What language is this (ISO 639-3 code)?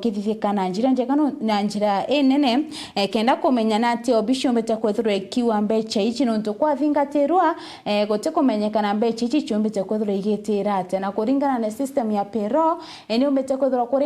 mer